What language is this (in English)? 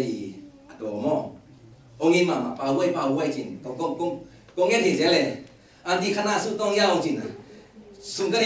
Tedim Chin